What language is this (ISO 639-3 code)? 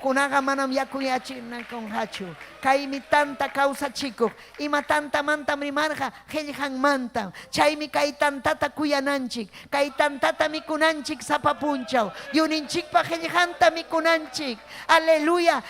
quy